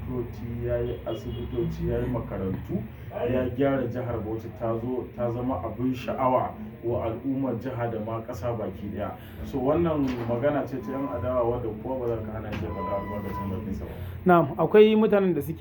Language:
Hausa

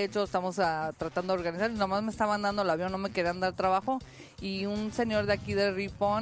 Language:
Spanish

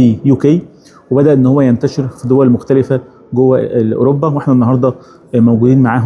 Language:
Egyptian Arabic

